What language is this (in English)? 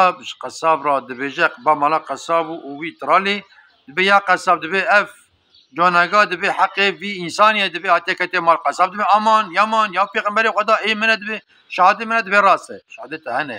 Kurdish